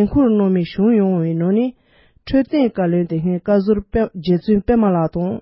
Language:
Tibetan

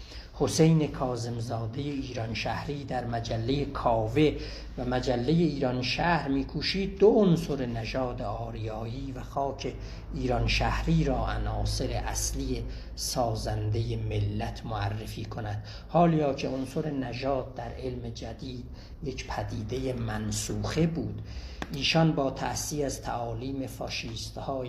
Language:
South Azerbaijani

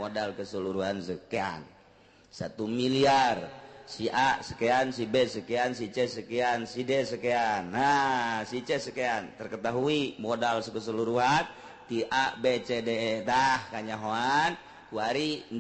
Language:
Sundanese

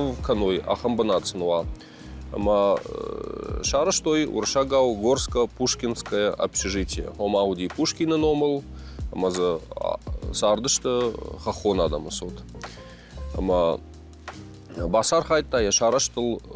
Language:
Ossetic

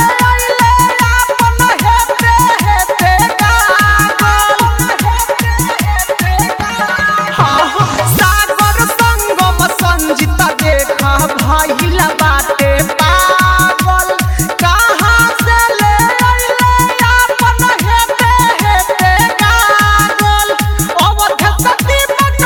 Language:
Bhojpuri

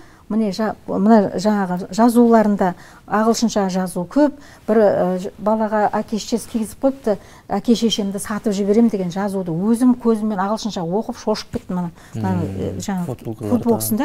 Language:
Kazakh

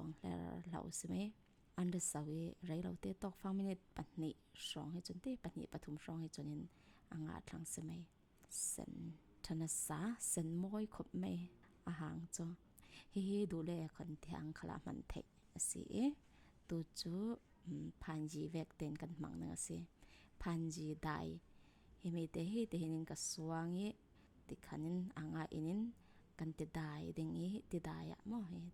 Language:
Falam Chin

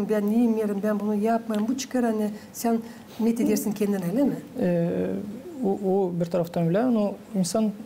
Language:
Gagauz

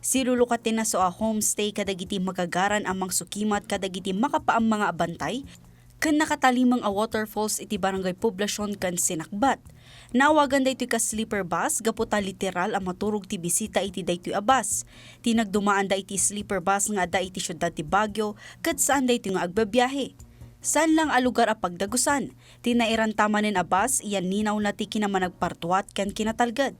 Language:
Iloko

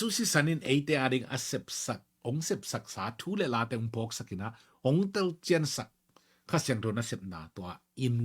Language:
Tedim Chin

